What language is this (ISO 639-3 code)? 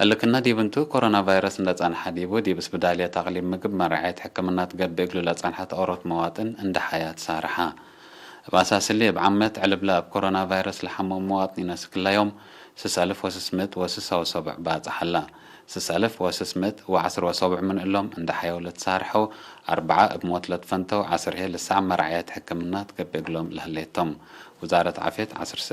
tig